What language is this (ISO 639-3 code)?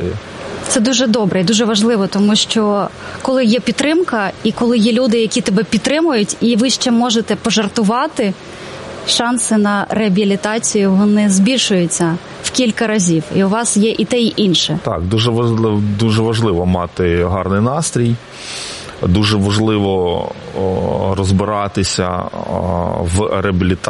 ukr